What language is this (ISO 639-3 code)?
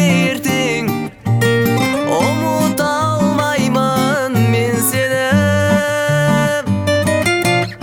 kaz